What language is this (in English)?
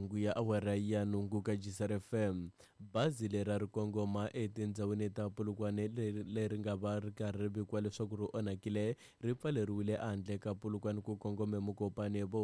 Tsonga